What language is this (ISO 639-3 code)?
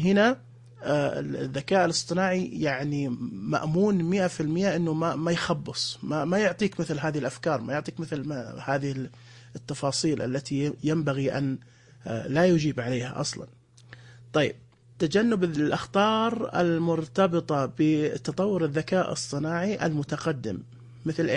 ars